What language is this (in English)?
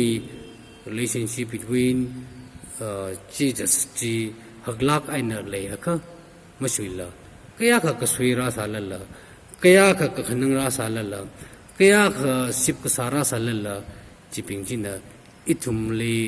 Tangkhul Naga (India)